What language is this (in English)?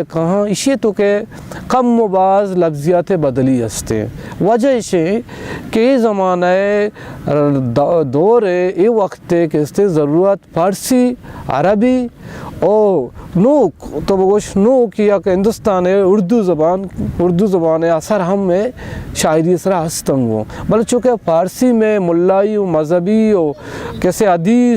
Baluchi